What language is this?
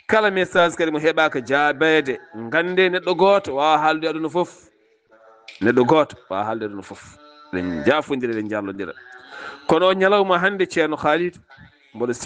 Fula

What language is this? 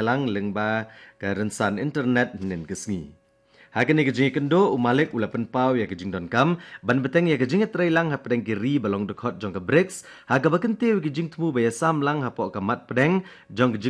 Khasi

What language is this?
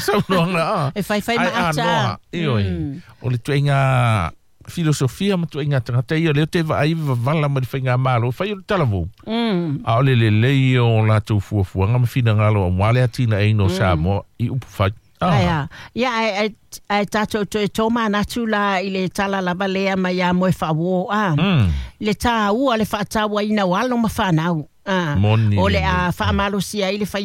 Samoan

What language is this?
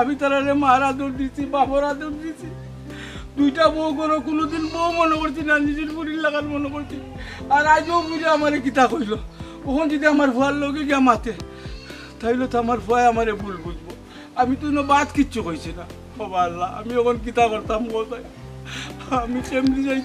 Sylheti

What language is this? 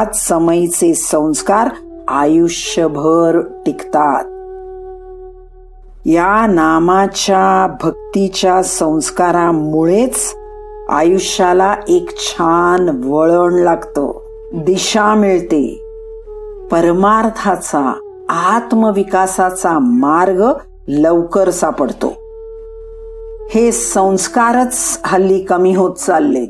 Marathi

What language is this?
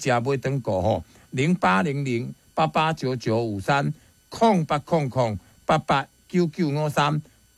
Min Nan Chinese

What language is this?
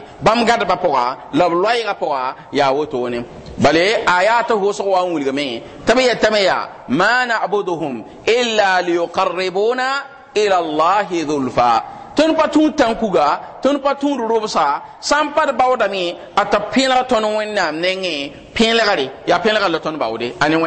Mossi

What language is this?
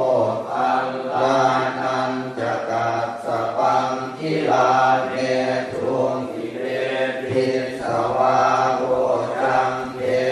Pali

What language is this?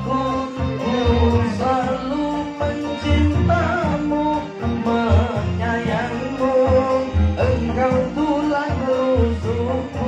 Indonesian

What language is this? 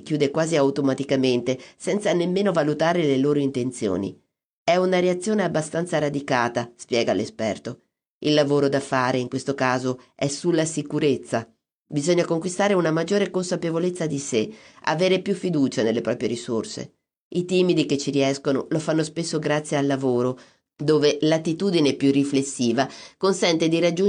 Italian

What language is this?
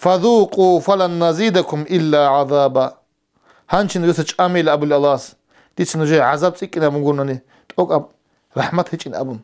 Avaric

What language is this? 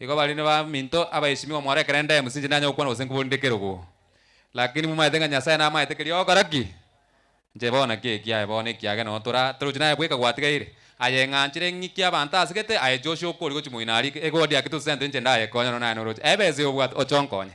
Gusii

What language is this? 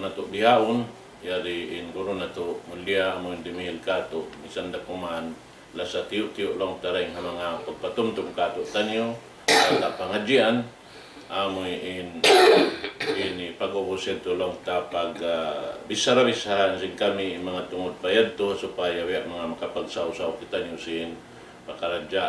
Tausug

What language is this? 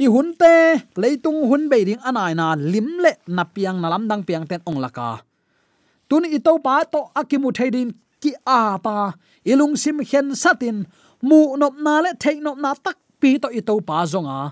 Tedim Chin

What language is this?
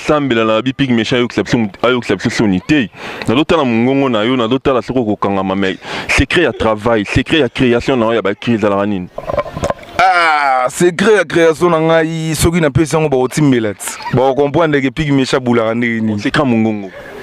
Lingala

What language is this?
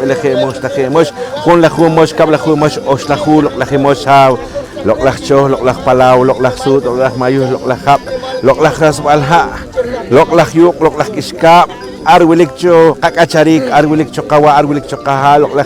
Poqomchi'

